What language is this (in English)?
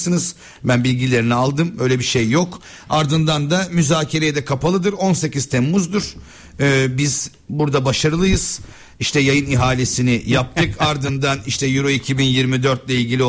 Turkish